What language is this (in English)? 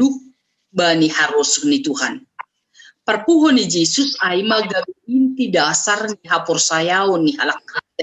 Batak Simalungun